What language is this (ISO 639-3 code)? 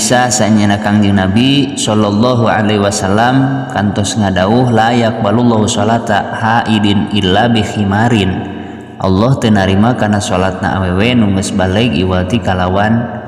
sun